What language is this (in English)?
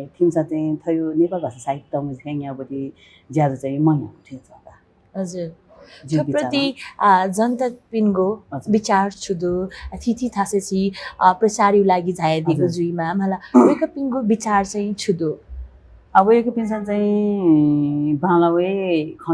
Newari